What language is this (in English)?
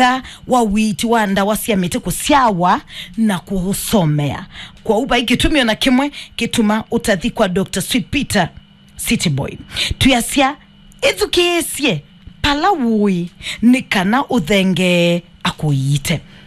Kamba